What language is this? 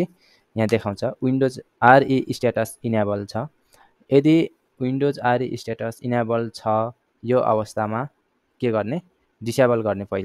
Nepali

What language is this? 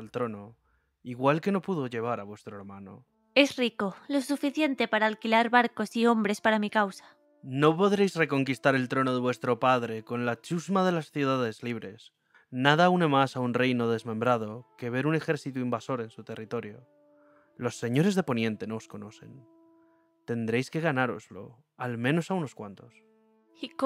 Spanish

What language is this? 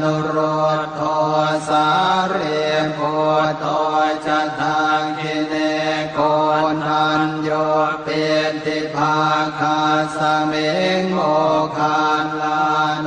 Pali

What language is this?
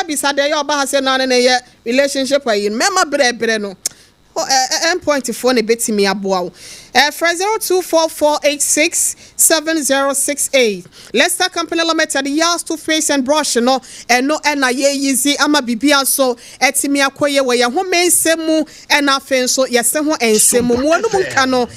Akan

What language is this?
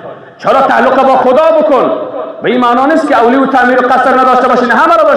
Persian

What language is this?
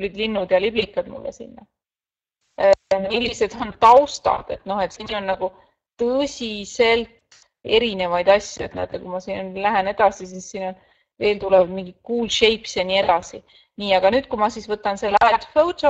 Estonian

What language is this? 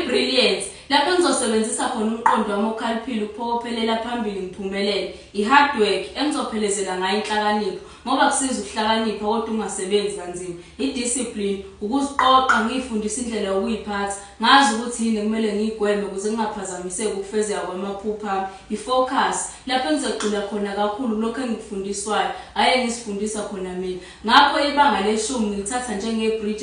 Zulu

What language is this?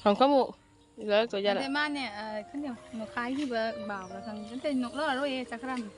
Manipuri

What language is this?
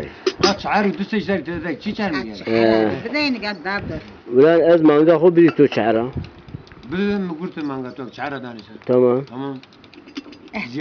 Zaza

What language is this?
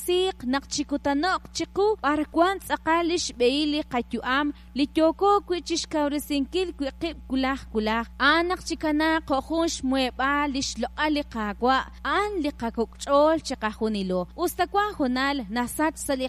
Kekchí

